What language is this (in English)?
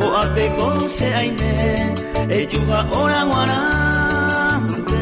Guarani